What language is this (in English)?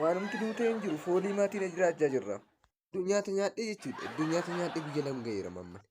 Oromo